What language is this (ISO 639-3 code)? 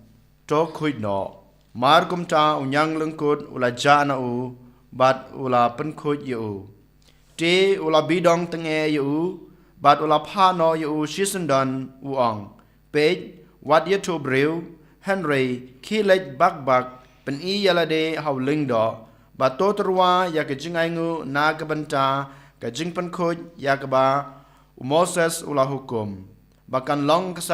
kha